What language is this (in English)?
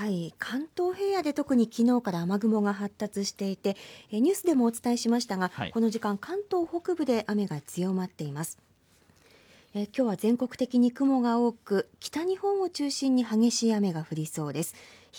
Japanese